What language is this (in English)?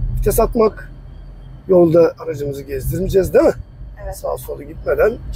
Turkish